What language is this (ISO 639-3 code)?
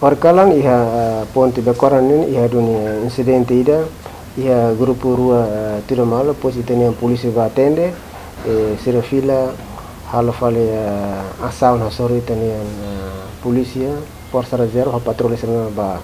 tet